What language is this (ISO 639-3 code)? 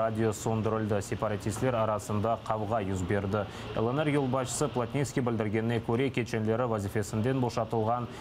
crh